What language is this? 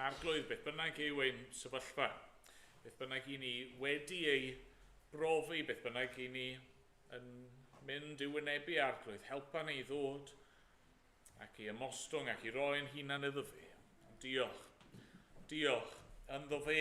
Welsh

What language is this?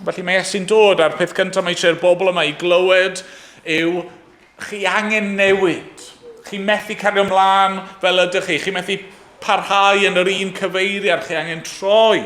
Welsh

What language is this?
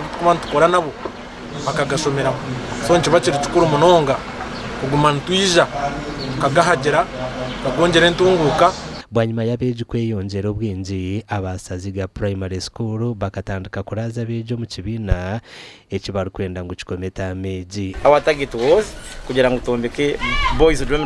Nyankole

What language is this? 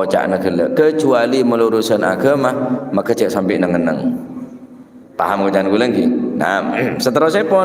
Madurese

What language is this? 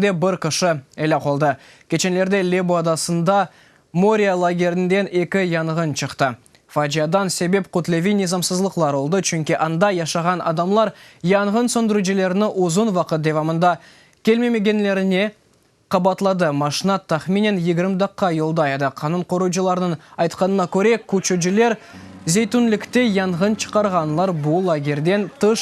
Crimean Tatar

